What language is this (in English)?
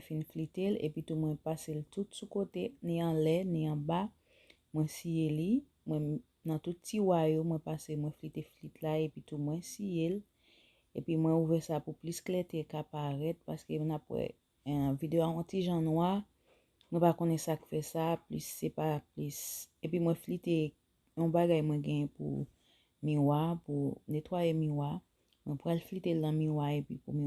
Haitian Creole